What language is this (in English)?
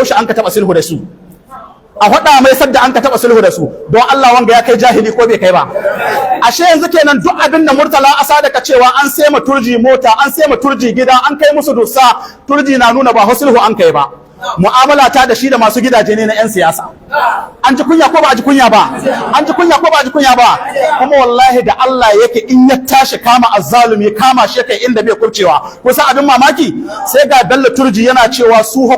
Hausa